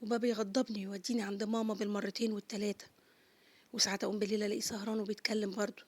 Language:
Egyptian Arabic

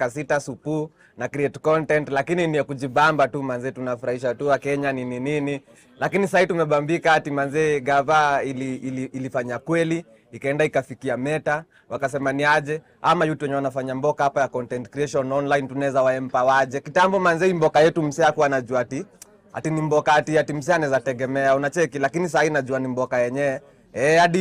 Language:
Gusii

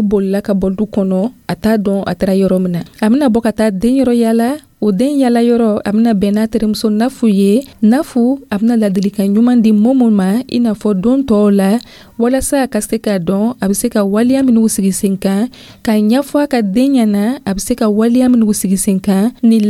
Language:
Dyula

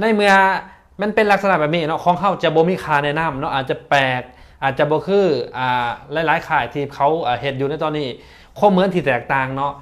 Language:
Lao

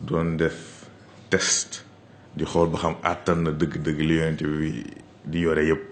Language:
Wolof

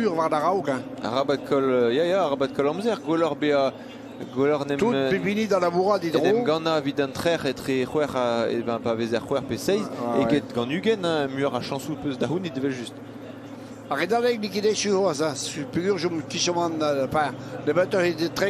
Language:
Breton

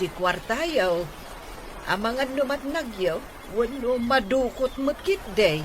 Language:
Iloko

